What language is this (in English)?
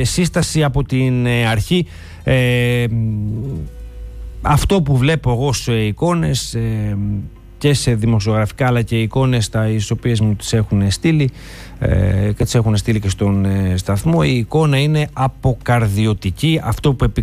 Greek